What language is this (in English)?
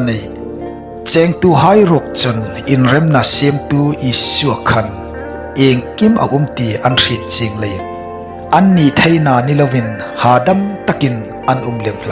Hmar